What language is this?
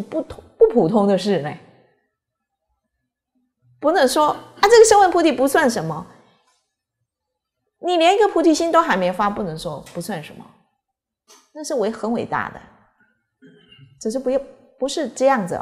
Chinese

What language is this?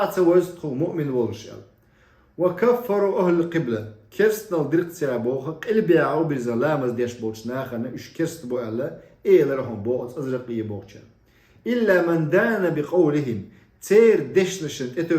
Chechen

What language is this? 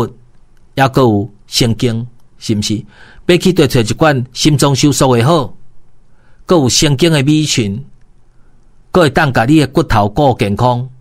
Min Nan Chinese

